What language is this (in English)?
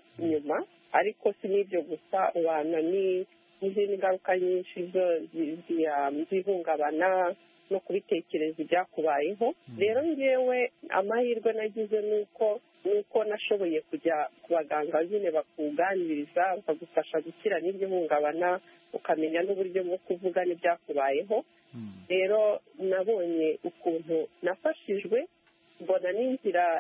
Kinyarwanda